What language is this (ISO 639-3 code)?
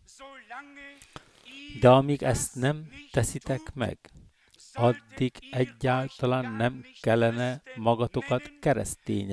hun